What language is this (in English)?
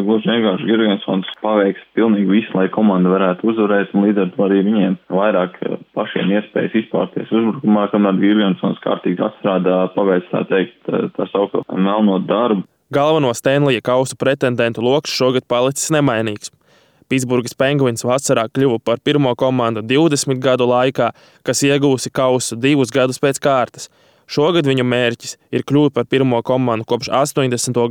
Latvian